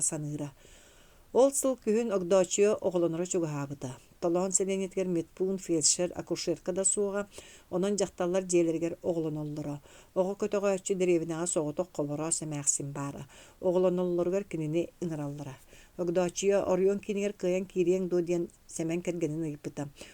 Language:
Yakut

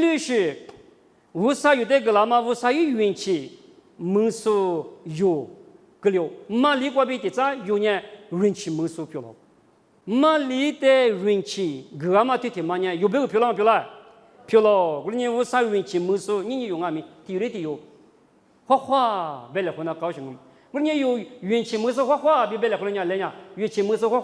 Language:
Lisu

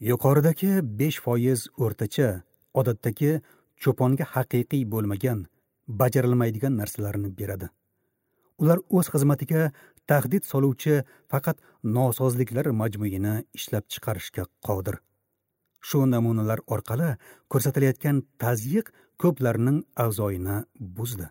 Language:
Uzbek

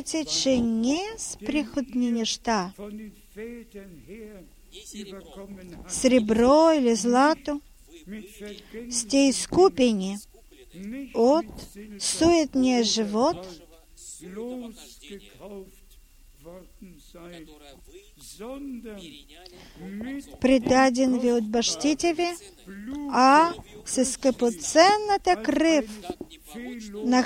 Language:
Bulgarian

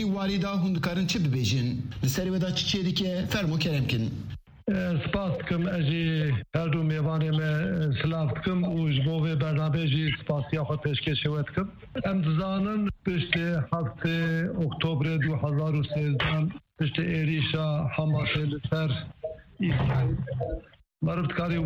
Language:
Kurdish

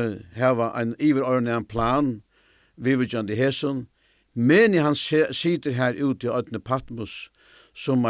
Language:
Faroese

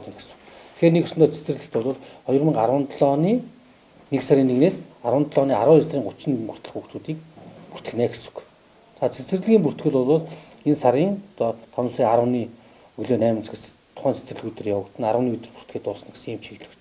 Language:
Mongolian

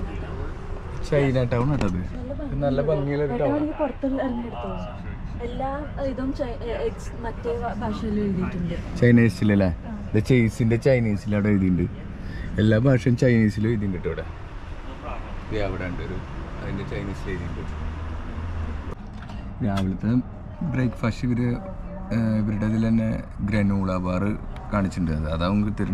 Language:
Malayalam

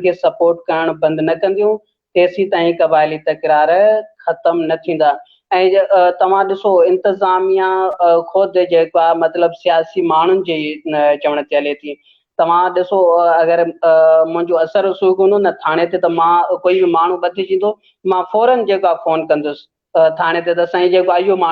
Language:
Sindhi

